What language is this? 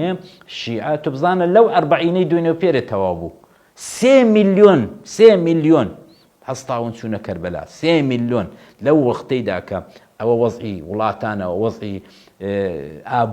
Central Kurdish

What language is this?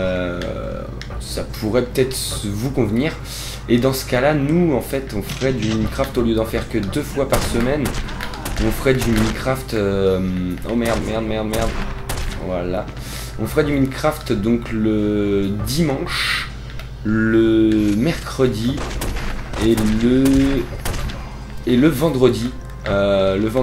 French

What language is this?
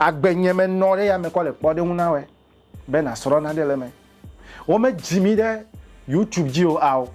Ewe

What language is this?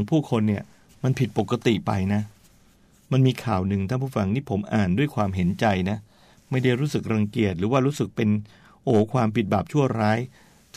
Thai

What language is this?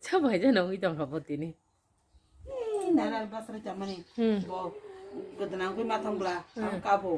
Kok Borok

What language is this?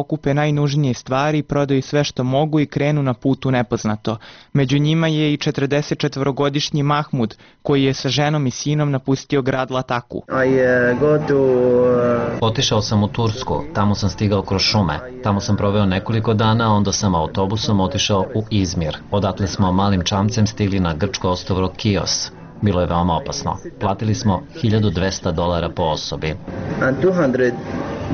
Serbian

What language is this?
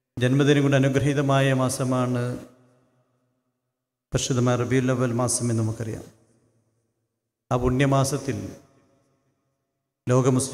Malayalam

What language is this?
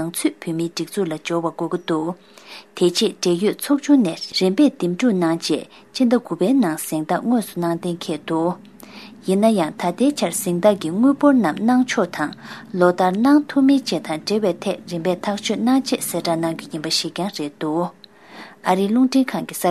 Tibetan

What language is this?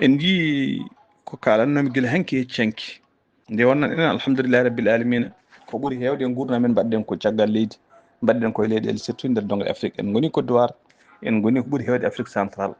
Fula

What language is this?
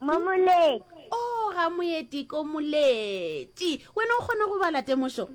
Northern Sotho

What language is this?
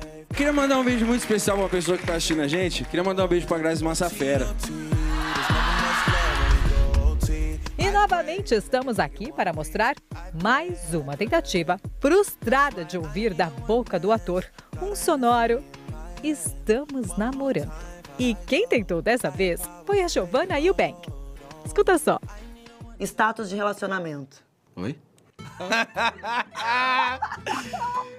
Portuguese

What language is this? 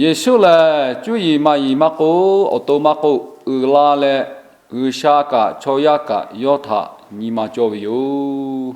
Lahu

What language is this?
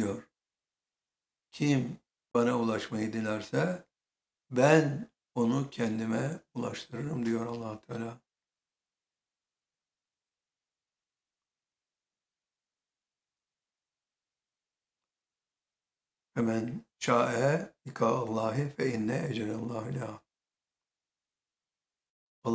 Turkish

